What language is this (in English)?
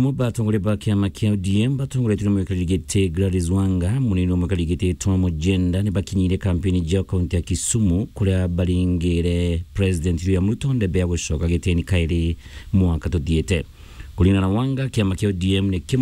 Meru